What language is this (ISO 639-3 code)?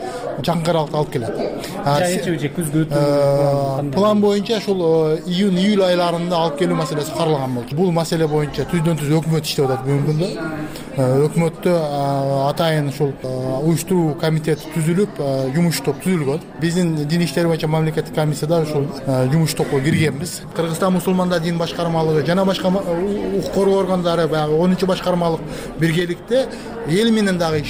kir